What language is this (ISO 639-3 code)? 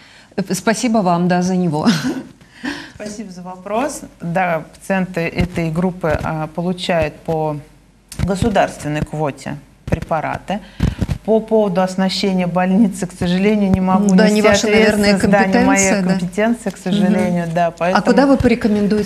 rus